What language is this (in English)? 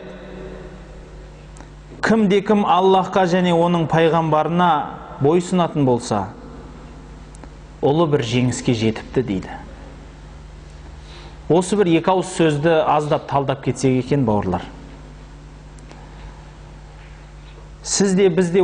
Kazakh